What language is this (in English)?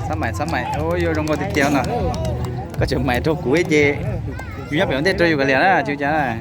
Hmong